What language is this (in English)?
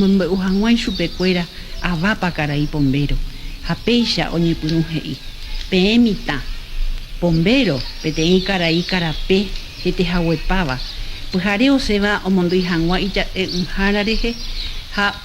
Guarani